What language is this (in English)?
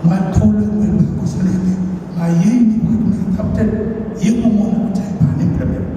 Pohnpeian